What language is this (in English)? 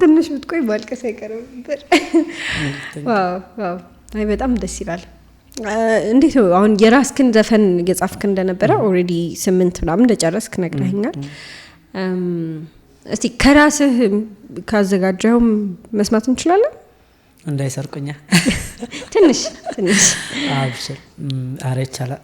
Amharic